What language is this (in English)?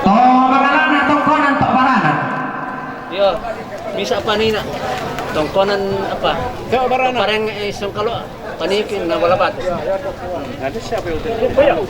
Toraja-Sa'dan